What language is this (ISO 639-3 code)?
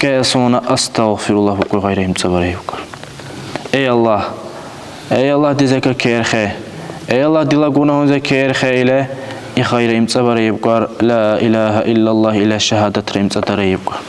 dar